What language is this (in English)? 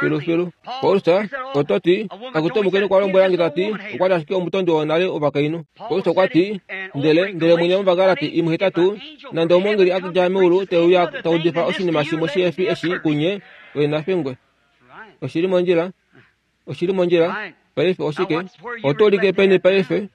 Kuanyama